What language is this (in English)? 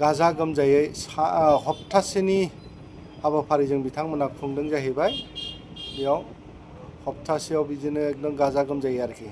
Bodo